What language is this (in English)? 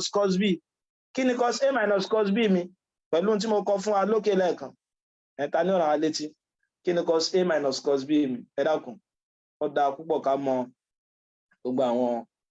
Yoruba